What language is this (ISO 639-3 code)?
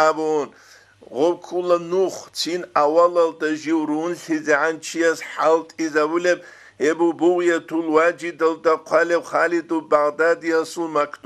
ava